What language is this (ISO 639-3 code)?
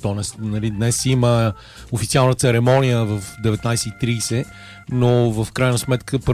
bul